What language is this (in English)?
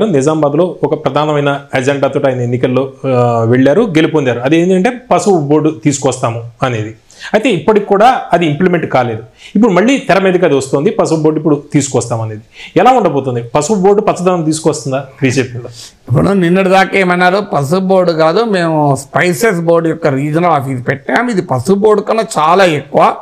Telugu